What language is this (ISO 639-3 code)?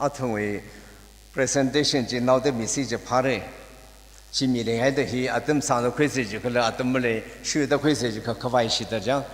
nmf